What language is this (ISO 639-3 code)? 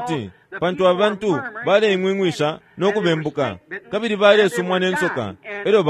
bem